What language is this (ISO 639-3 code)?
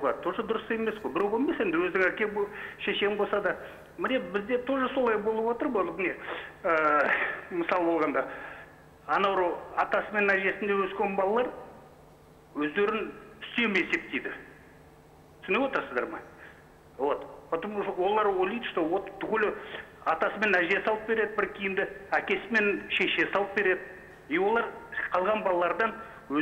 kaz